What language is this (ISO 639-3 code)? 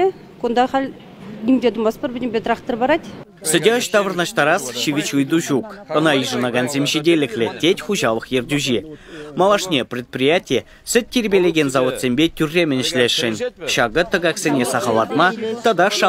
chv